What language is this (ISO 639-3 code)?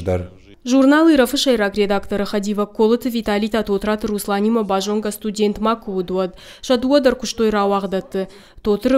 oss